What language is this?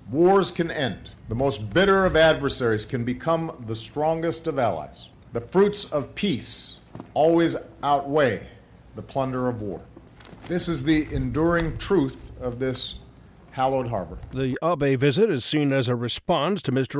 English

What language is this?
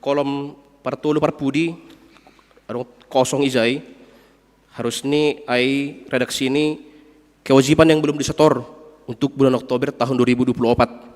Batak Simalungun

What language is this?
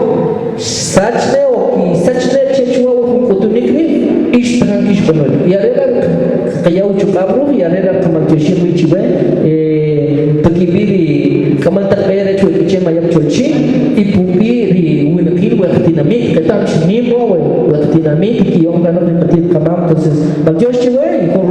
Kʼicheʼ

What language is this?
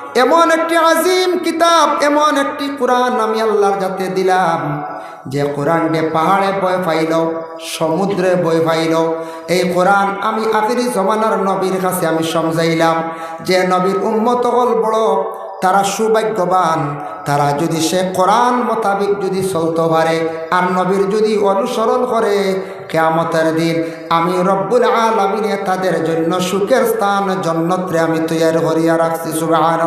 Sylheti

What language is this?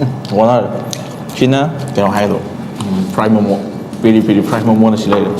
Manipuri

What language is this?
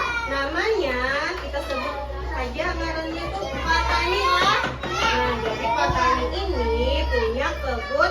Banjar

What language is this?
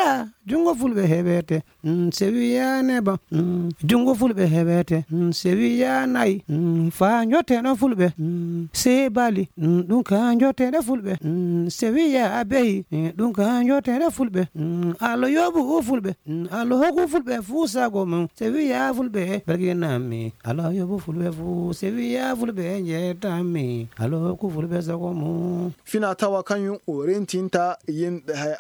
Fula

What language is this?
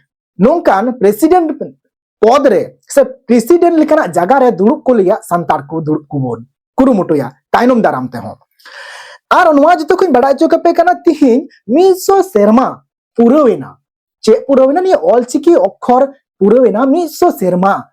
Santali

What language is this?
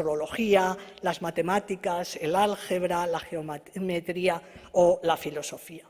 Ladino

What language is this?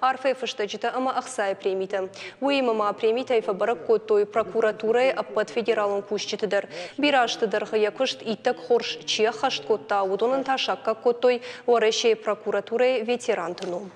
Ossetic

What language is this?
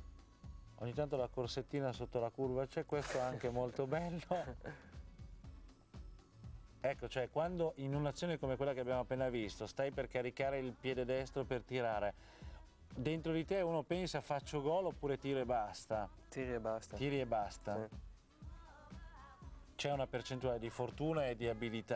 Italian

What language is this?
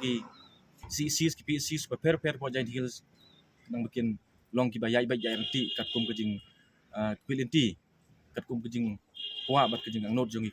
Khasi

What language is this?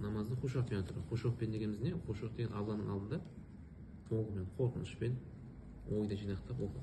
Kazakh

